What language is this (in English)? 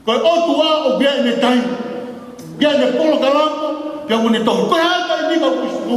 Tongan